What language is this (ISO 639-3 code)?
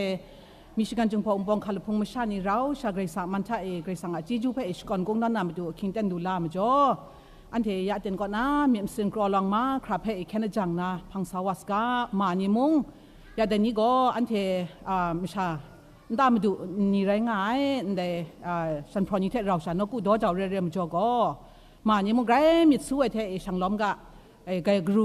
kac